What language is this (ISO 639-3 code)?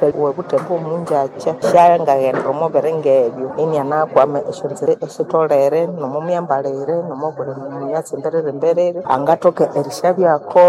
nnb